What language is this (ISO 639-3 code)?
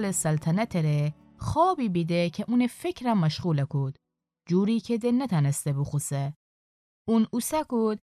glk